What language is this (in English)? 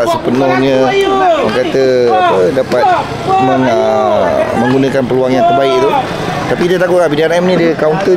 Malay